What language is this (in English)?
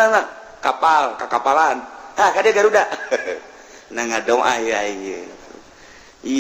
Sundanese